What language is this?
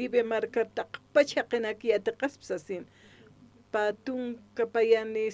Aymara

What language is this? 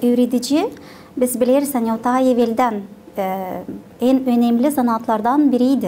Gagauz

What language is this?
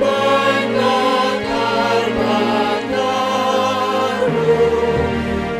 Batak Simalungun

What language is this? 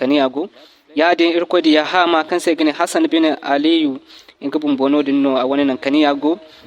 Zarma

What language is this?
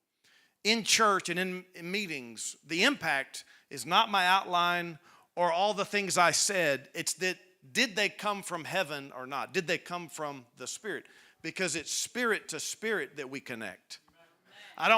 English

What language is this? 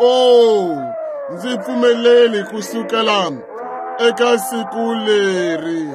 Tsonga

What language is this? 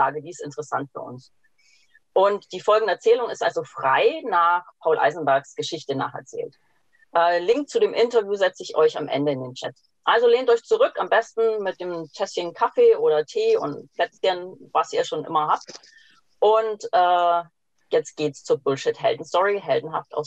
German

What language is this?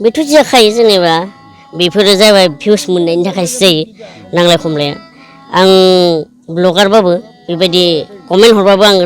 Bodo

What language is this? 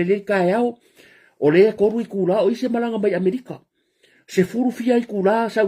Samoan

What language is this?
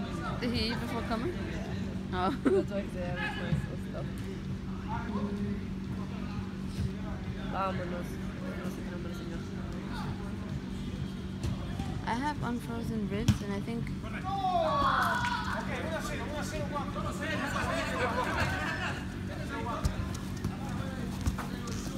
English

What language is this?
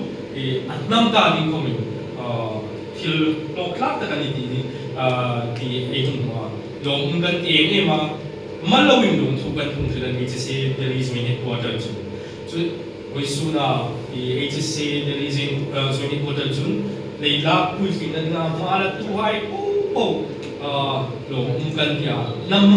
Hmar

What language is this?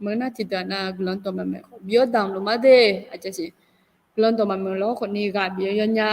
Akha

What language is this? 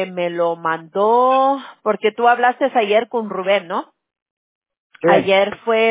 Spanish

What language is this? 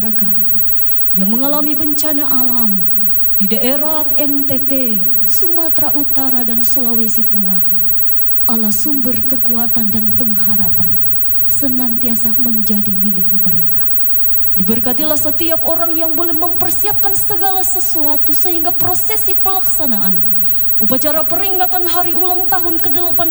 Indonesian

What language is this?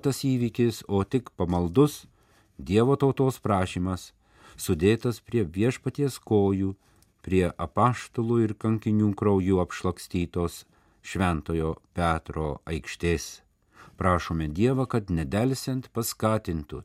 Lithuanian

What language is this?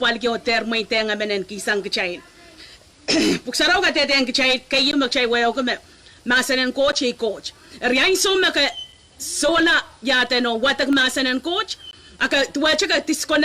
Pohnpeian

